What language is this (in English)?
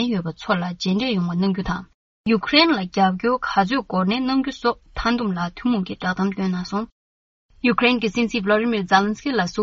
Tibetan